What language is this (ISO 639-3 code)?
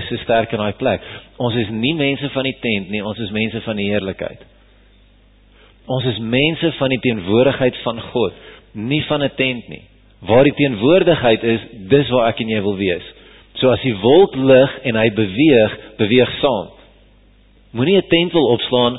afr